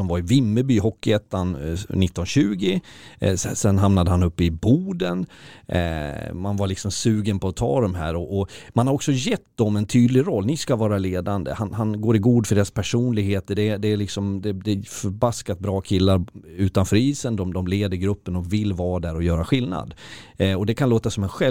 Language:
Swedish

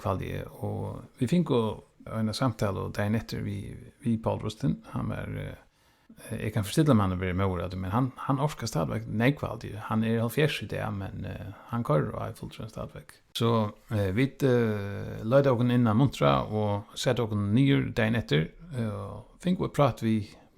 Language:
Faroese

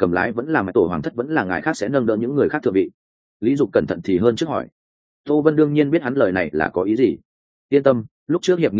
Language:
Vietnamese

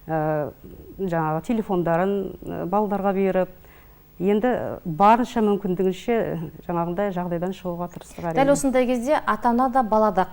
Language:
Kazakh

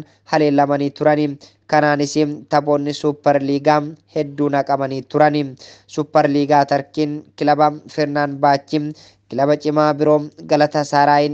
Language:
Oromo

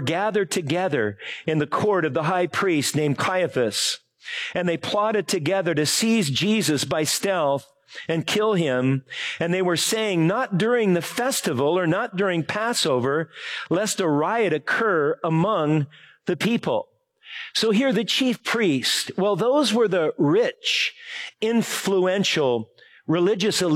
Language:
English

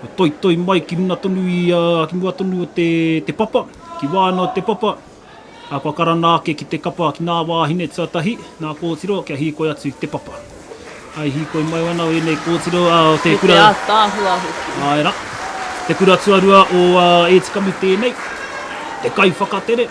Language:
Māori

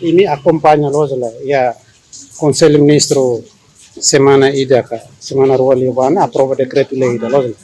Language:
Tetum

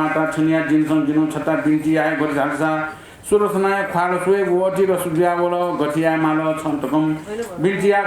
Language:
Newari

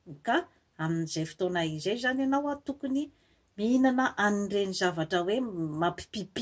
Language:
Malagasy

